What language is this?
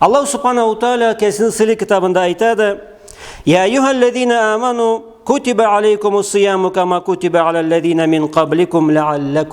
Karachay-Balkar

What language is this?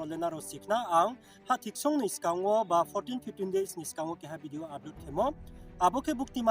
Riang (India)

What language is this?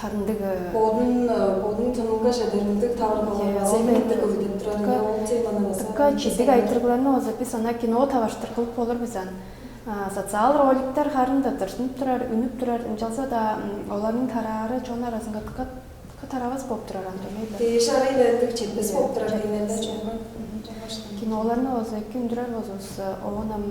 Tuvinian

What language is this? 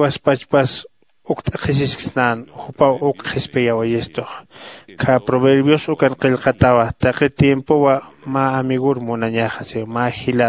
Aymara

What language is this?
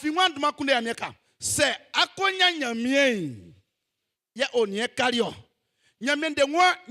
Baoulé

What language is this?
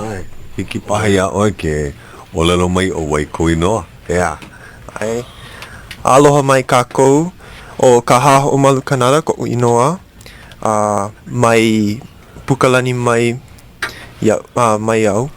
Hawaiian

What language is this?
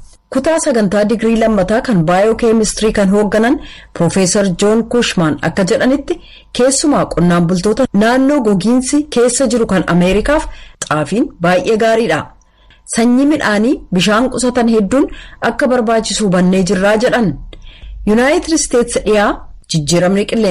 Oromo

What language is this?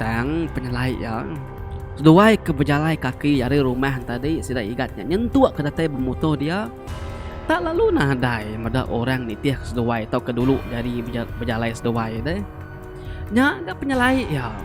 Iban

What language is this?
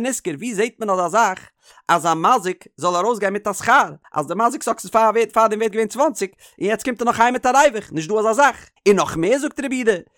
Yiddish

